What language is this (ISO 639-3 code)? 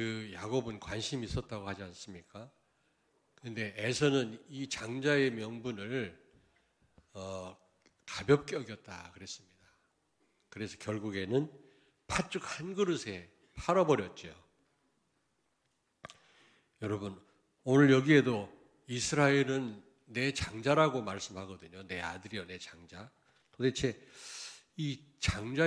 kor